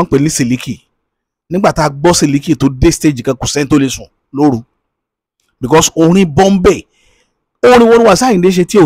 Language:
Yoruba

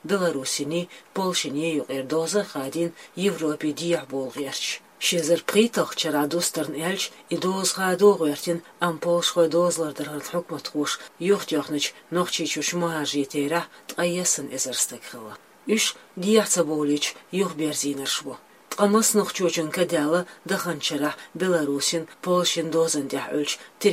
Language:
Chechen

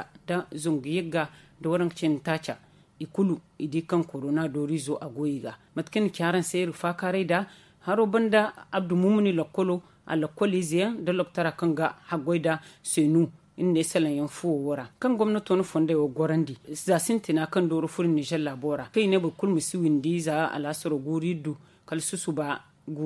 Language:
Zarma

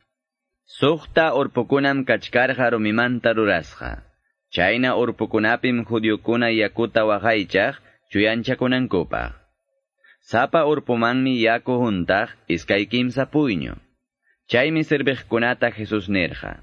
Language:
Quechua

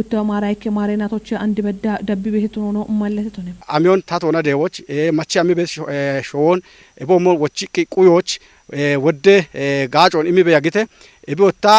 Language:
Kafa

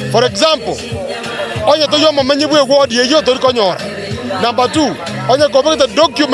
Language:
Gusii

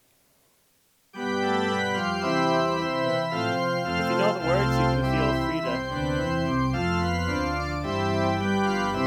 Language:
English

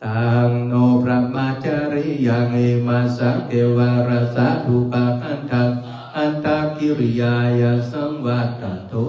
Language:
Pali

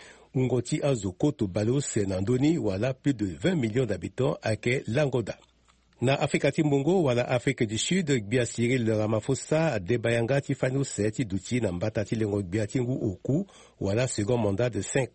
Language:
Sango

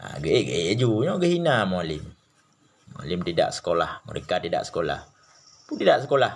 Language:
Achinese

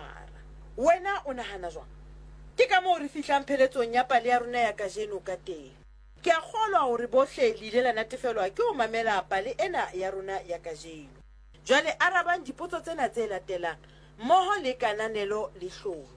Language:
Southern Sotho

